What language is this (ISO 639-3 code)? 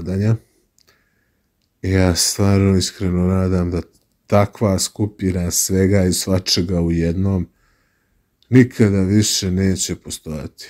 srp